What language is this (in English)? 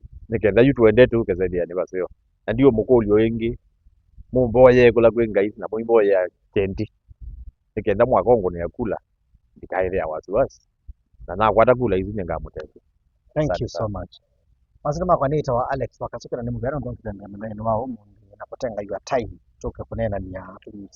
Kamba